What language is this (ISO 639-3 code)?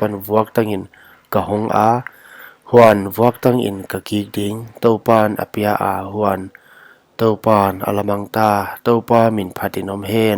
pck